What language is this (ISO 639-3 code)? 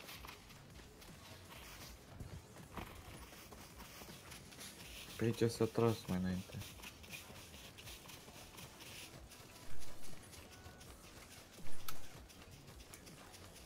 ron